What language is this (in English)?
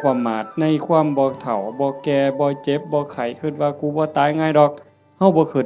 Northeastern Thai